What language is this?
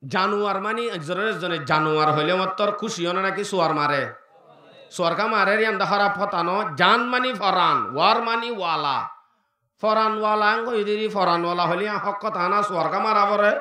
Rohingya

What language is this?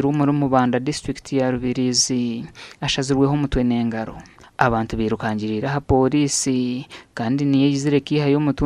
Nyankole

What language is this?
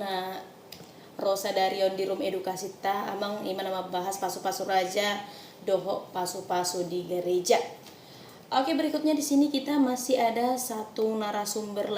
Batak Toba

